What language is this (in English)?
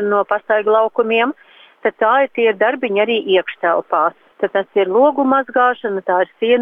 Latvian